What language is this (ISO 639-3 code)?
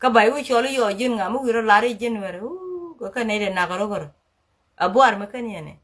nus